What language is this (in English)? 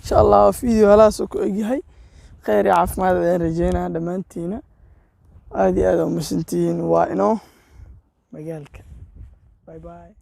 Somali